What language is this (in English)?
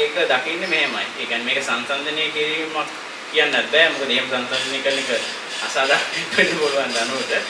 Sinhala